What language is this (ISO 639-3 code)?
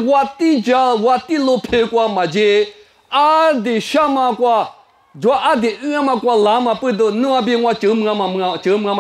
lis